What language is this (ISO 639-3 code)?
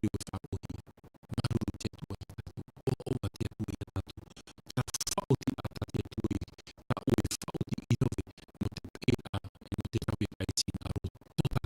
tah